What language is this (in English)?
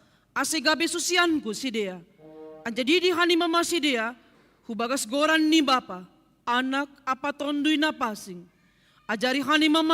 Batak Simalungun